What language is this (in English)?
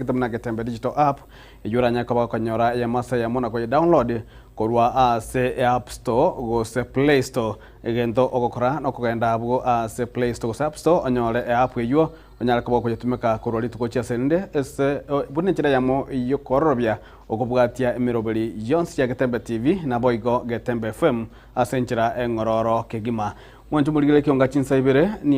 Gusii